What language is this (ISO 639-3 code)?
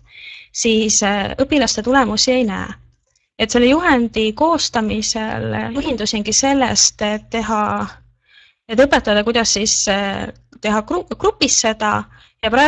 est